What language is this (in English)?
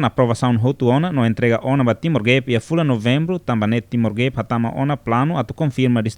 Tetum